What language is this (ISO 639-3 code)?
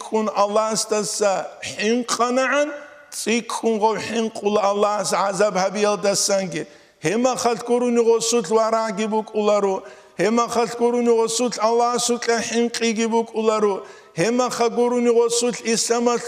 ava